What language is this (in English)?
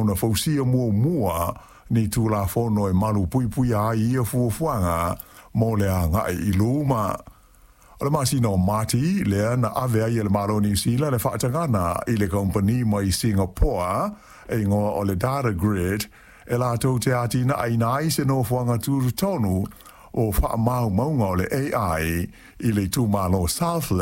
Samoan